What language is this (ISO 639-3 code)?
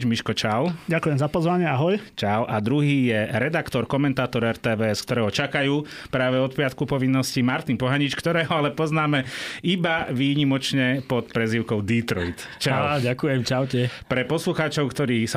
slk